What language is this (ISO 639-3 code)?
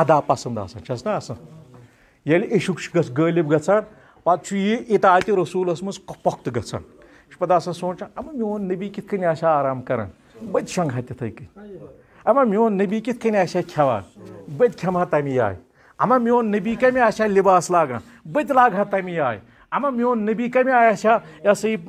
kas